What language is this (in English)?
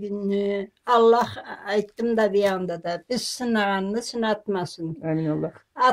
Karachay-Balkar